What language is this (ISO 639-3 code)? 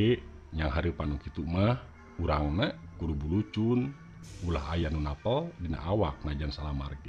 sun